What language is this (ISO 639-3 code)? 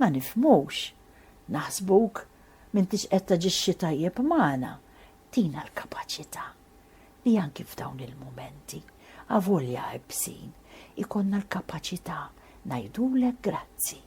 mlt